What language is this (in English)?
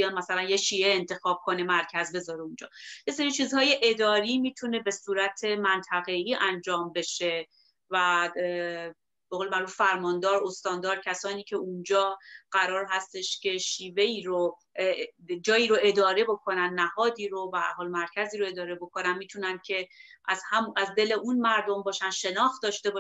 Persian